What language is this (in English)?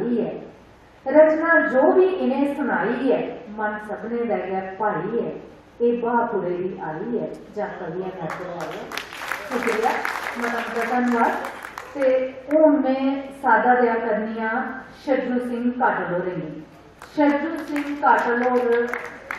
Dogri